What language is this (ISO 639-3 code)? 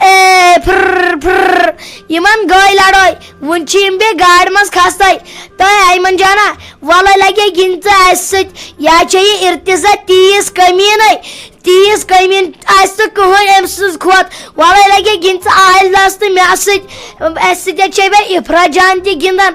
kas